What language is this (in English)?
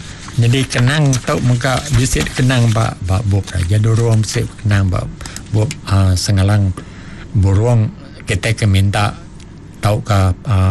Iban